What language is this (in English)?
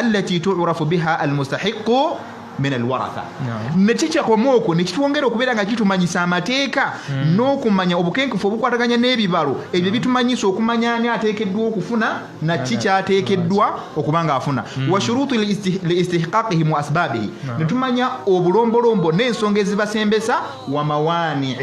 Ganda